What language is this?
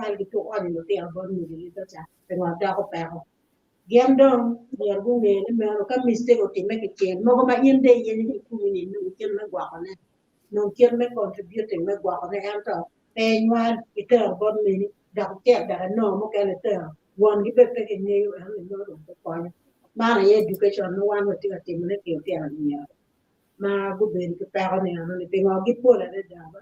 Acoli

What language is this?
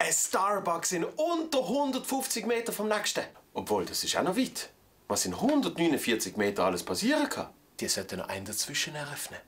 Swiss German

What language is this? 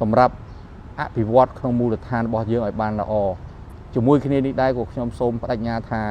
Khmer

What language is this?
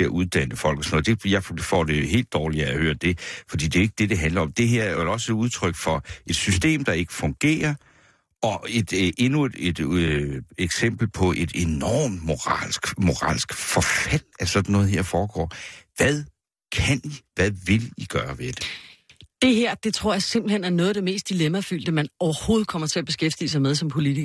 Danish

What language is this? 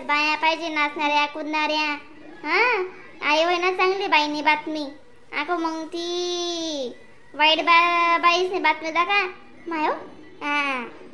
Khandesi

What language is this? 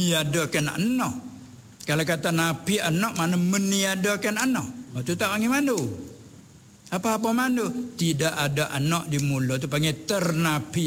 Malay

